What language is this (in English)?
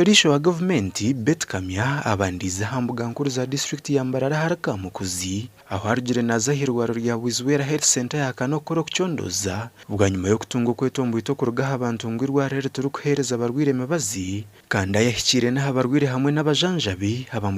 Nyankole